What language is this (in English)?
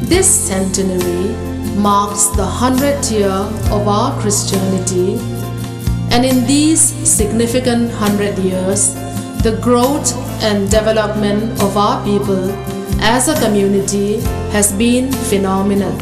Hmar